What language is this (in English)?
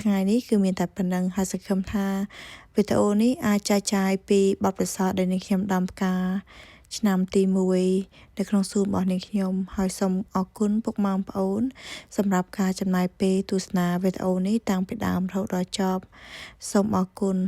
Khmer